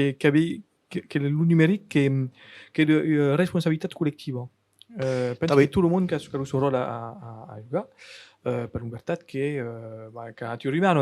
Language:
Occitan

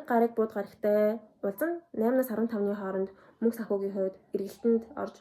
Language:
Mongolian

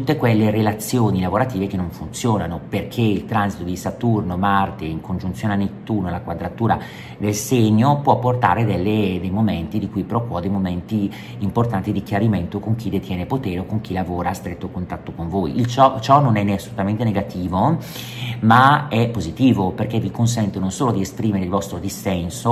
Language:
Italian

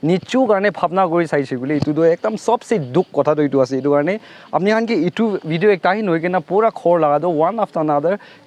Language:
Naga Pidgin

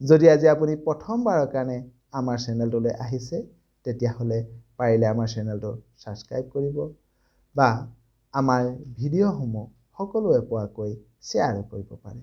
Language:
Assamese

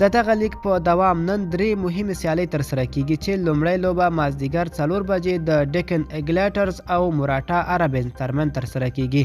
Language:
Pashto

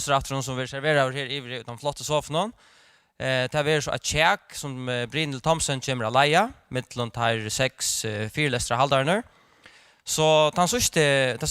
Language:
Faroese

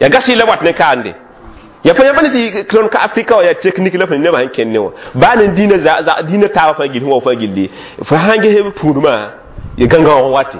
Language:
Mossi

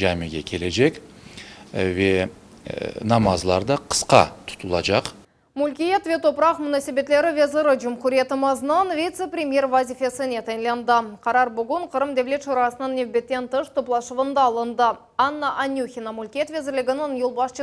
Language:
Crimean Tatar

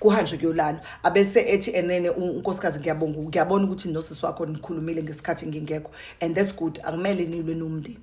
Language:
Zulu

